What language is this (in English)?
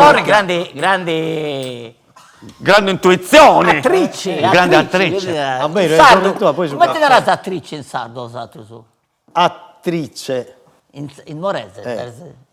Sardinian